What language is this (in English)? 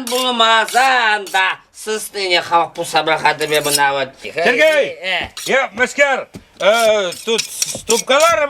Chuvash